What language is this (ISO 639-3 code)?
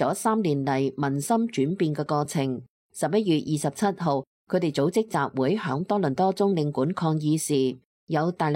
yue